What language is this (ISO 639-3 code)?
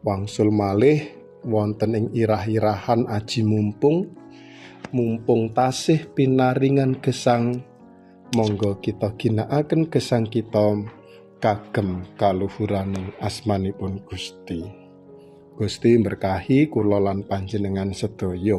jav